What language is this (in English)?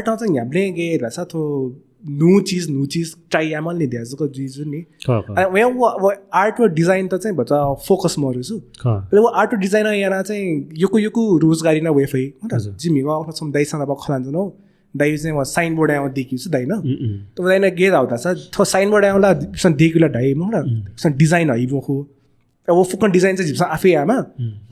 Newari